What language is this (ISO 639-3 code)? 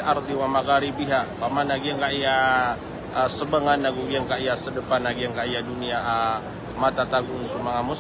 mrw